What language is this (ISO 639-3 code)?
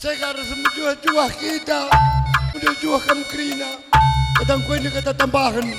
btx